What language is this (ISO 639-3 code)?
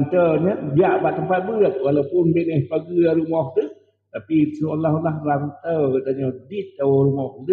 ace